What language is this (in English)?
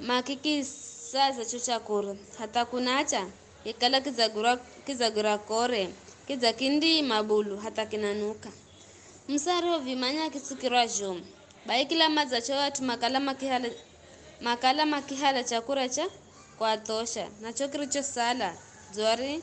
Giryama